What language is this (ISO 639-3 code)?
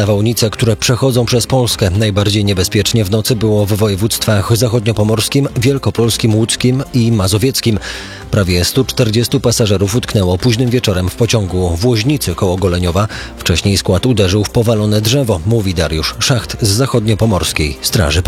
pol